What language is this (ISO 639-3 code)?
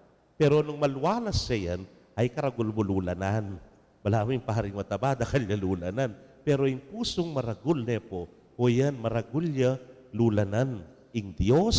pam